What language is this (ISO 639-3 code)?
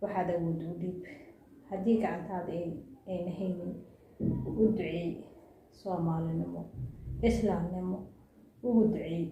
som